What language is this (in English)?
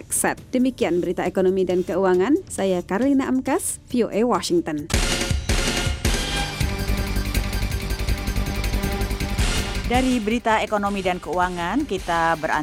Indonesian